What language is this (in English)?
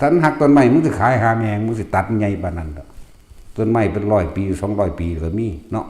Northeastern Thai